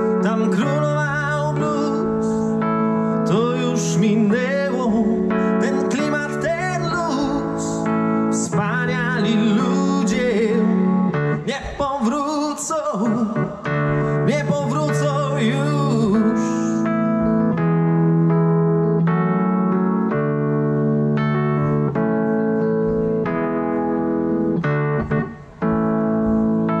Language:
Polish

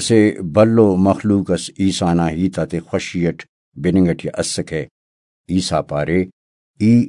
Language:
Brahui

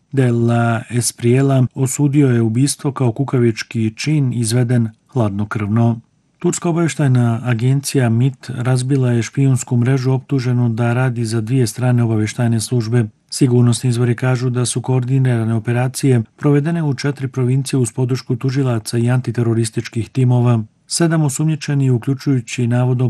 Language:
Bosnian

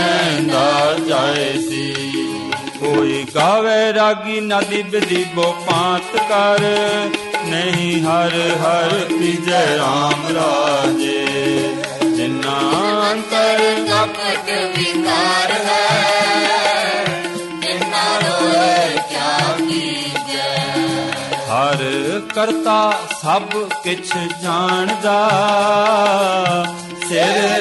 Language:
Punjabi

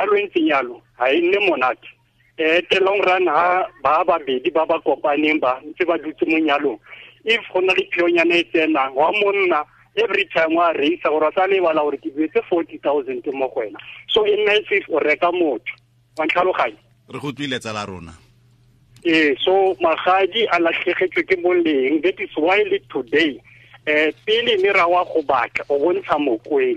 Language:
Tswana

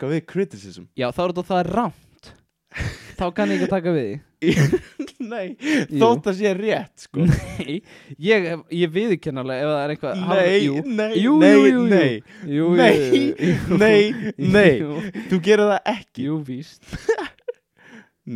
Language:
Icelandic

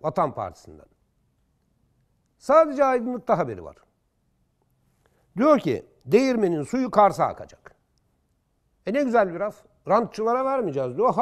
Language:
Turkish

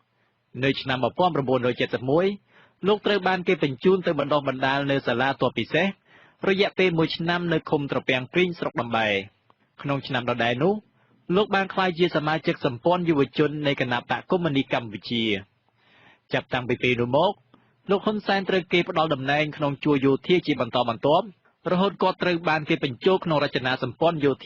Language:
Khmer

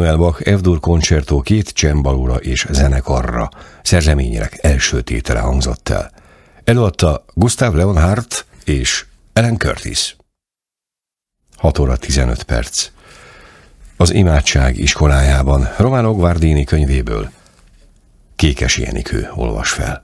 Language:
Hungarian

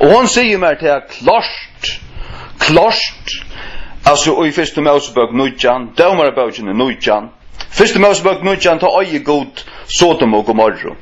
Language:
Faroese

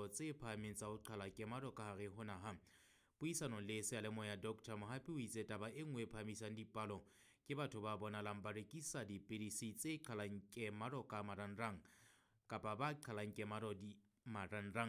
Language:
Southern Sotho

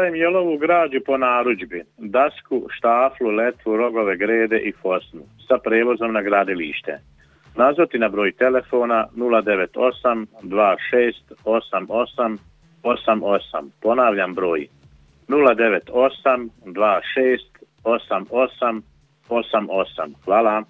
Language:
Croatian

